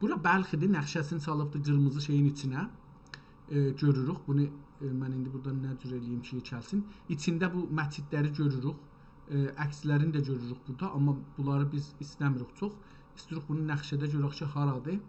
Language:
South Azerbaijani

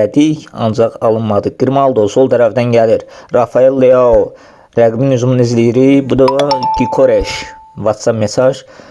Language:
Azerbaijani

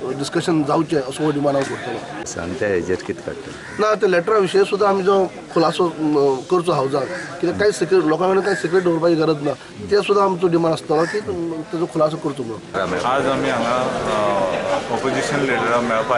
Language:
Konkani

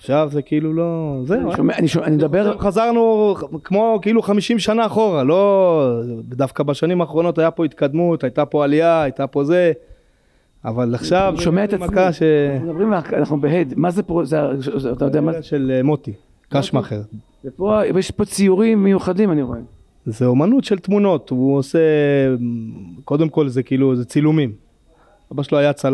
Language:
Hebrew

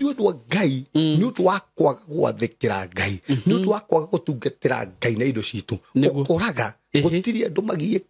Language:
Kikuyu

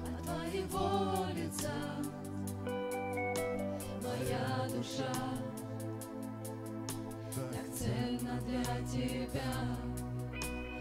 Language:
Russian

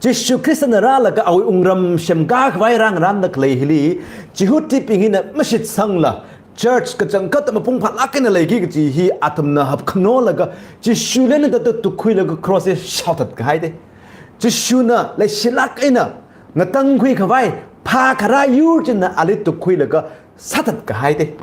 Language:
Tangkhul Naga (India)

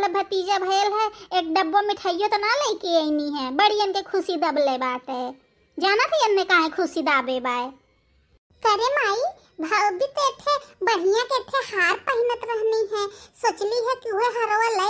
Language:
Bhojpuri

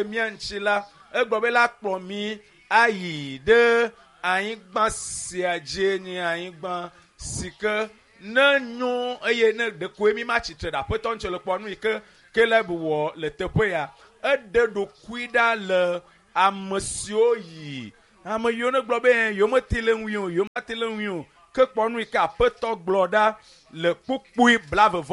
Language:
Ewe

